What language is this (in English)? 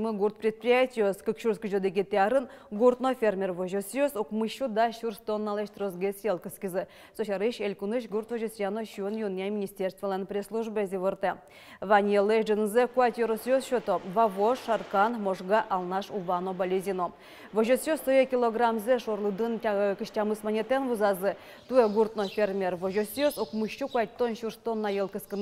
Udmurt